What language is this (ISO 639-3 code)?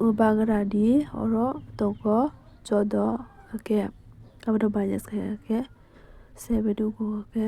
trp